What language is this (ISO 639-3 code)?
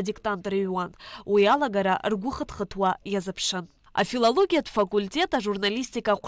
abk